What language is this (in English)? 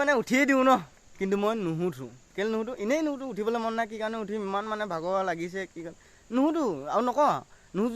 Assamese